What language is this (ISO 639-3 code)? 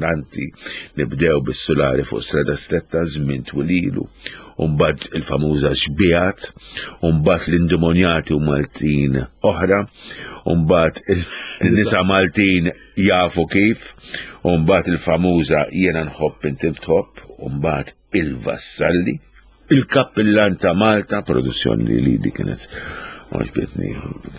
mlt